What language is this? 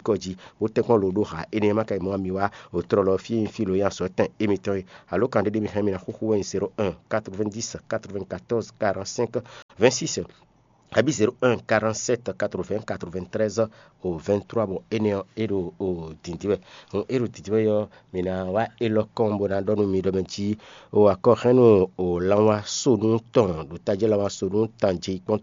Fon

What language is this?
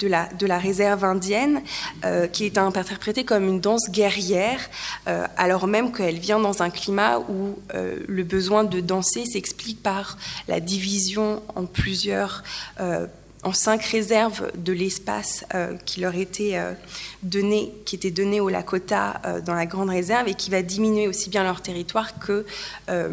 French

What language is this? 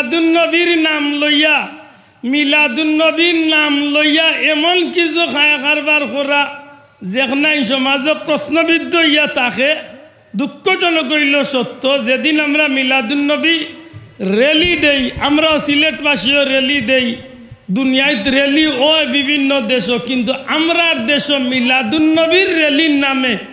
Sylheti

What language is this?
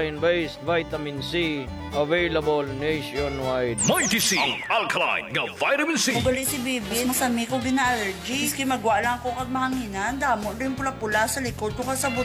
Hiligaynon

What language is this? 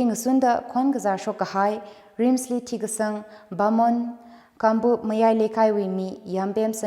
Tangkhul Naga (India)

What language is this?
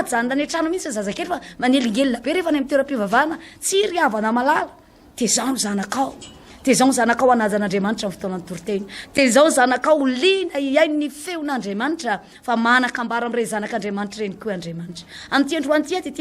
Malagasy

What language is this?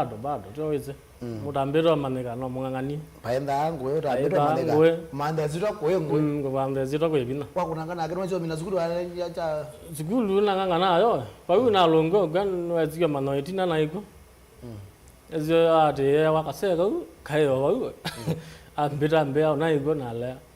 Kamba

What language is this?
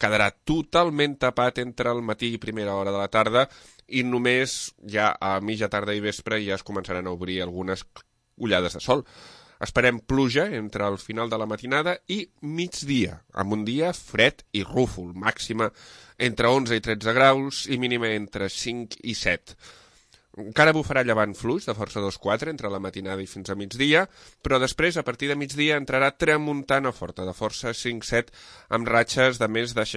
Catalan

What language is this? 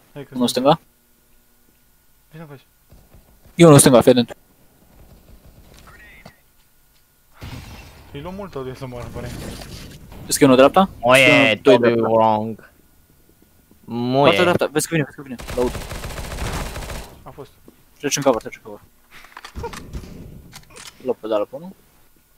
Romanian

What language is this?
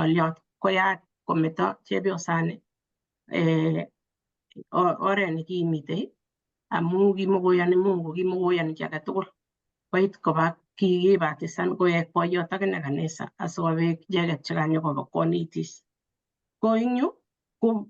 Kalenjin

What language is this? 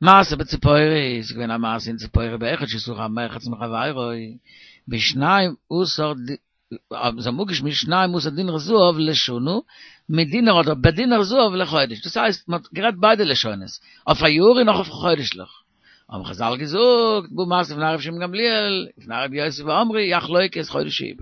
Yiddish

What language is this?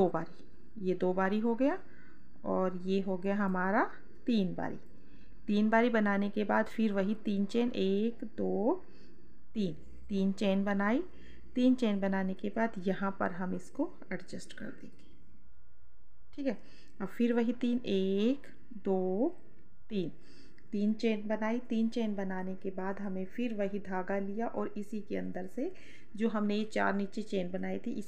Hindi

